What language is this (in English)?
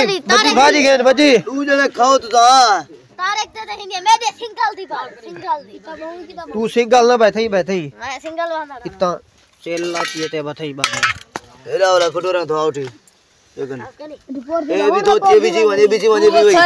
Saraiki